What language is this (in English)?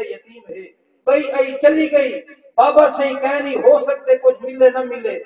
Saraiki